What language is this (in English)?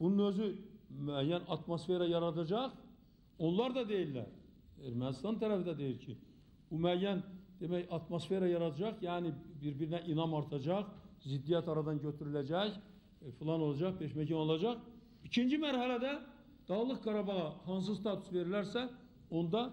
Azerbaijani